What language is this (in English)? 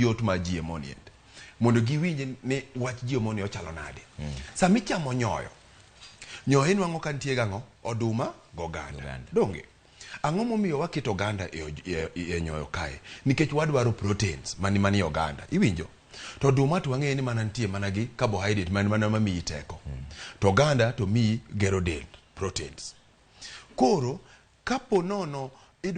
Luo (Kenya and Tanzania)